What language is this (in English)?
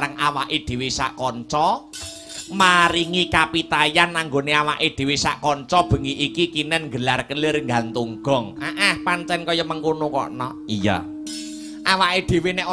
Javanese